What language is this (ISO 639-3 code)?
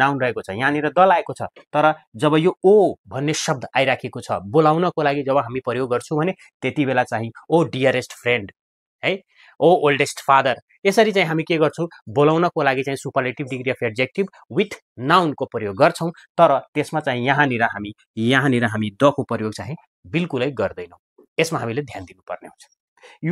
nep